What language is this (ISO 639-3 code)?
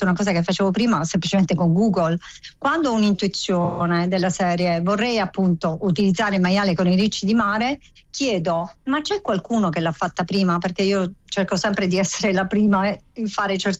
ita